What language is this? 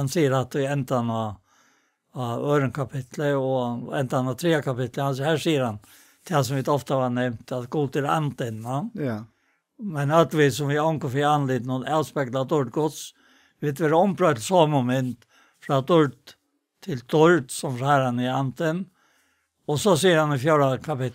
Faroese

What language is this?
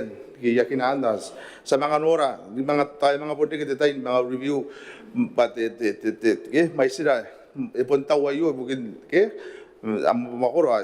Gilbertese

